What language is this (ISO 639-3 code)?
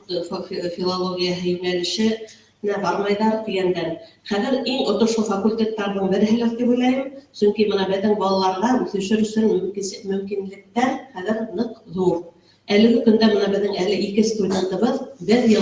bak